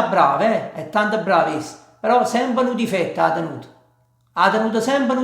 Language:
Neapolitan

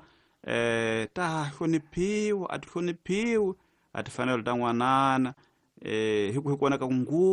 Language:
Tsonga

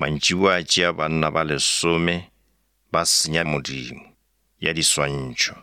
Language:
Northern Sotho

